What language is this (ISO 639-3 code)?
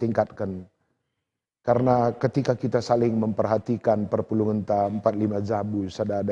btx